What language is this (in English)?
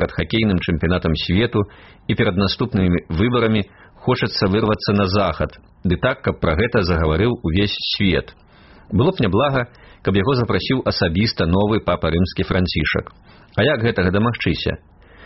Belarusian